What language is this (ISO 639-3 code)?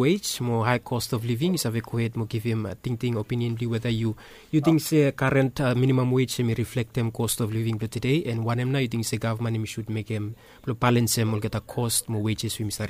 bis